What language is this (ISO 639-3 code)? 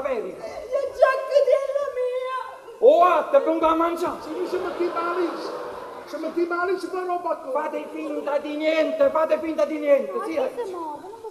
ita